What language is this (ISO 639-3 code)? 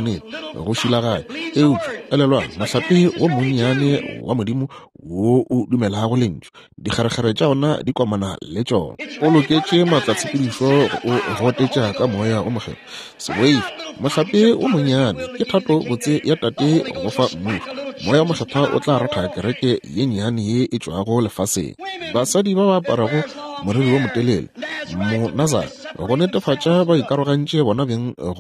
nso